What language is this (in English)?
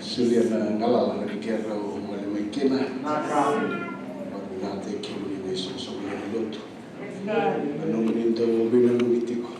Fijian